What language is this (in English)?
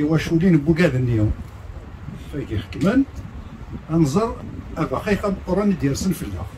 Kabyle